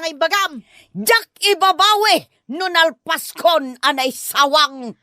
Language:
Iloko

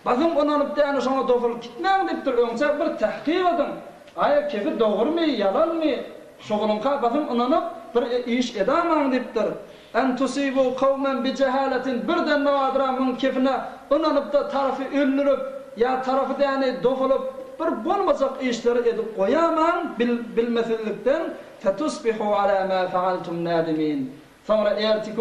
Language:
Turkmen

